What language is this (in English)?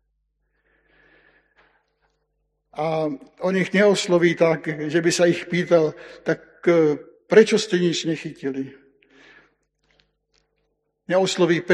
Slovak